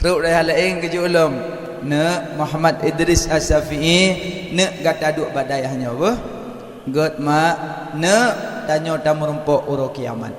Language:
Achinese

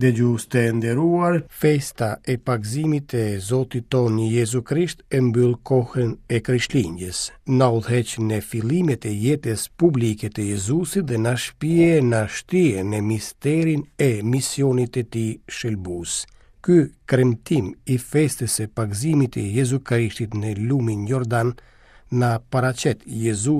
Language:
Albanian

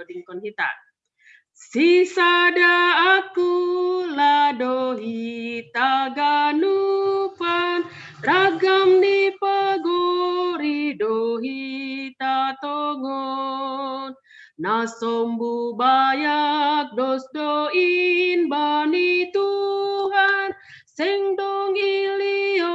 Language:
Batak Simalungun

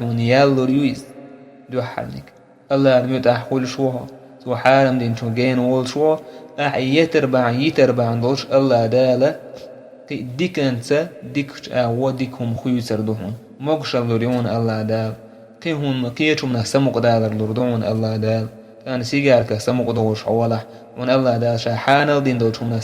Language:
Chechen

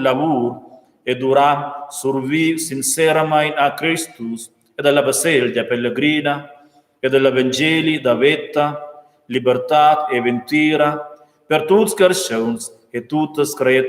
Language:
Romansh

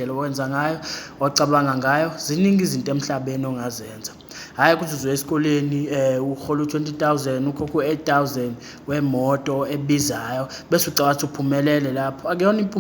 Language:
Zulu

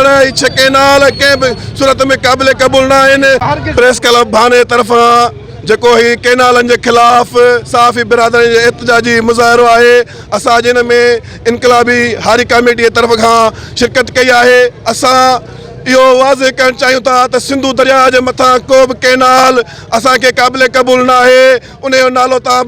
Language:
Sindhi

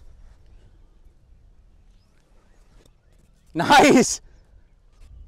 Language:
Finnish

